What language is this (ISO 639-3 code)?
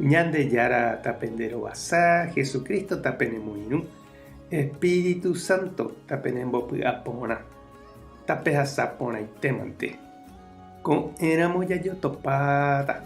grn